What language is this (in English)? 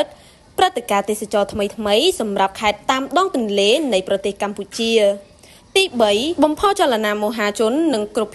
Khmer